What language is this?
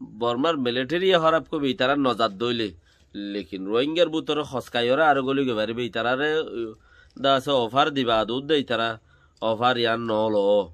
Rohingya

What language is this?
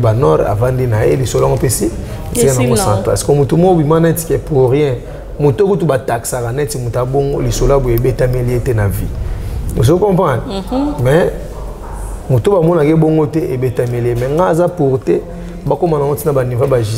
Lingala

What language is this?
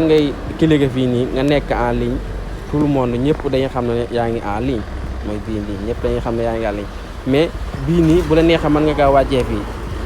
Wolof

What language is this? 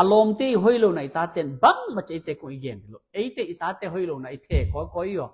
Tedim Chin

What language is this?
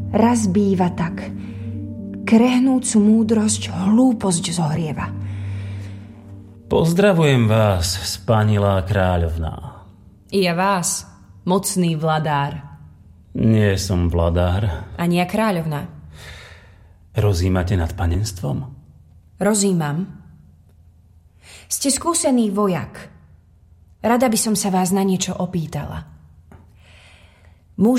Slovak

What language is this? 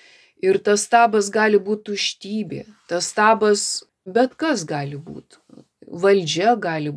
Lithuanian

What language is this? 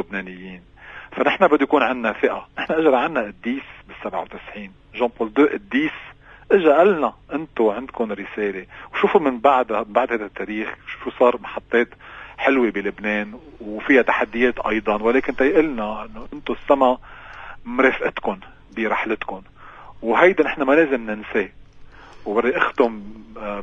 North Levantine Arabic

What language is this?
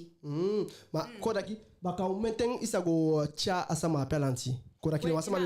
Eastern Maroon Creole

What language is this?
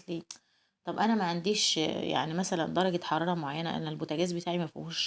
Egyptian Arabic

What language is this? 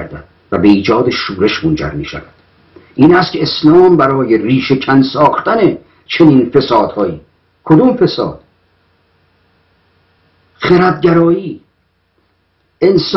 Persian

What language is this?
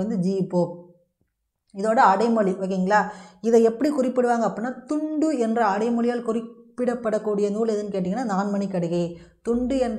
Tamil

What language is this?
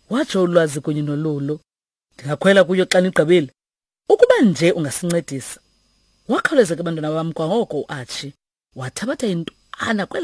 Xhosa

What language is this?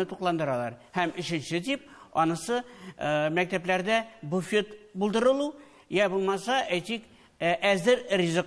Tatar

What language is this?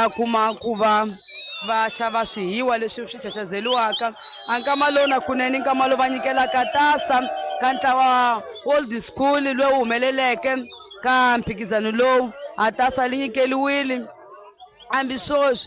Tsonga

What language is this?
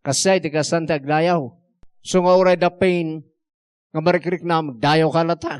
Iloko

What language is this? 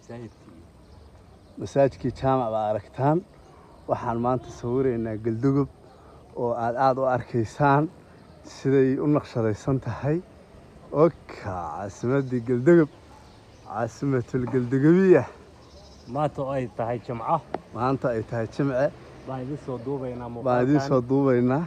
Somali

